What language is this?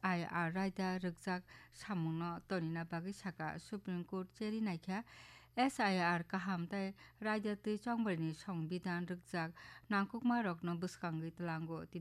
Kok Borok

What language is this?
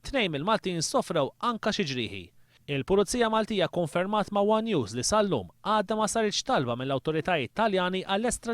Maltese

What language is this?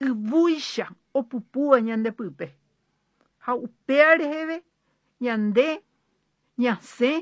Guarani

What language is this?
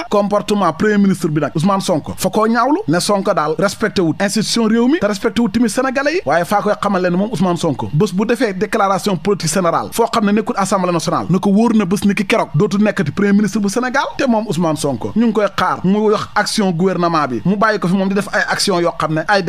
Wolof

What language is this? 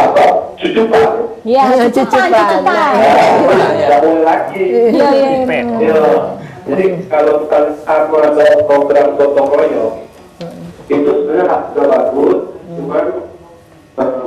Musi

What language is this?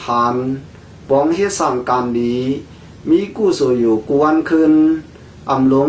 Shan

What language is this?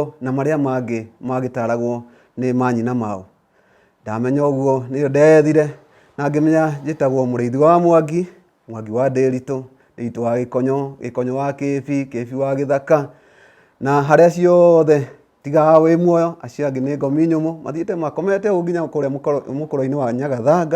Kikuyu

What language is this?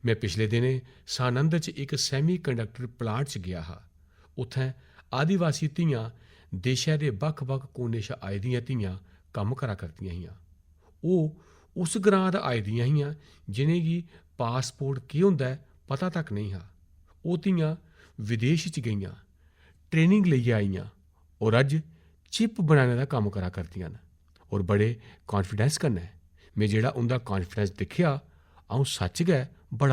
Dogri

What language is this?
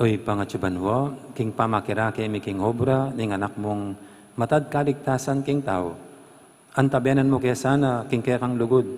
Pampanga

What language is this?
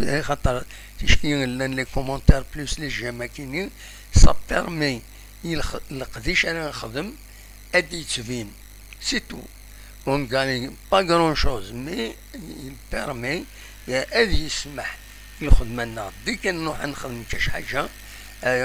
Kabyle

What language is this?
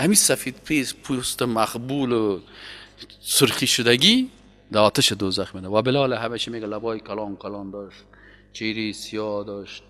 Persian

